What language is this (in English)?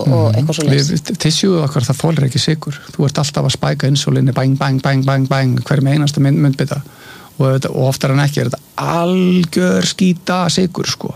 Icelandic